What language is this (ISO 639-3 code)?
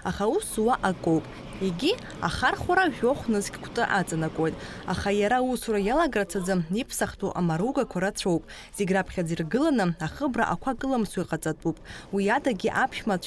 abk